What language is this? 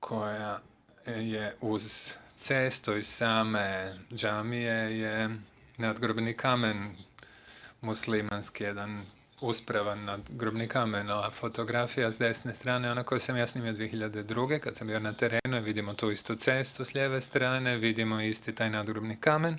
Bosnian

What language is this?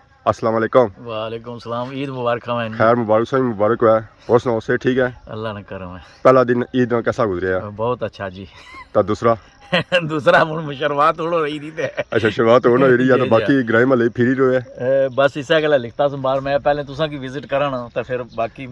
Pahari-Potwari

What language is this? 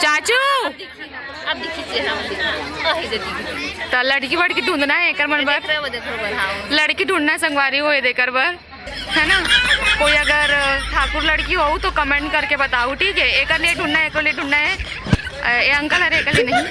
Chhattisgarhi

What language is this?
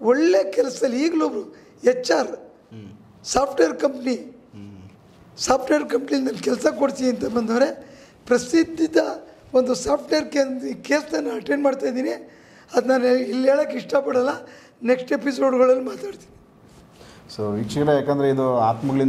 Kannada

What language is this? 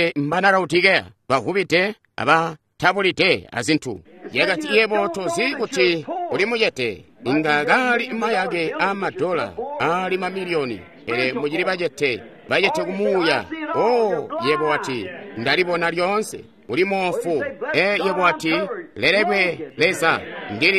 Tonga (Zambia)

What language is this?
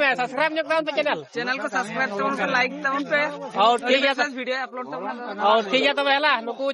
Santali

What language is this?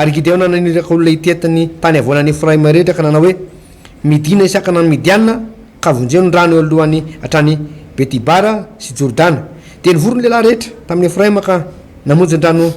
Malagasy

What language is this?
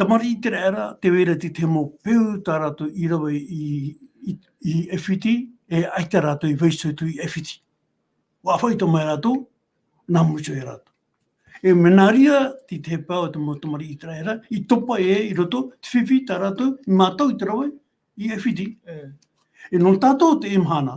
Tahitian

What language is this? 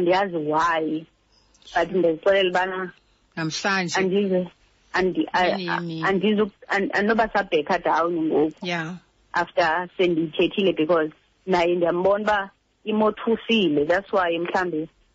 Xhosa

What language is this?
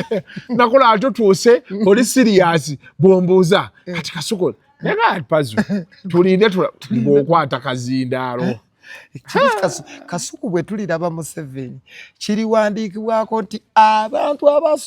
Ganda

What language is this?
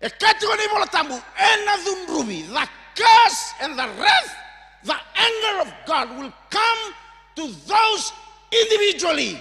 Fijian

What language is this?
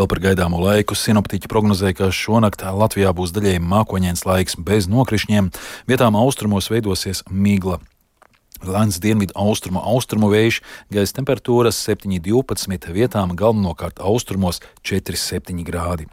Latvian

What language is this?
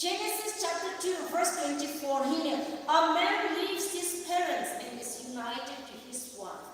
Poumei Naga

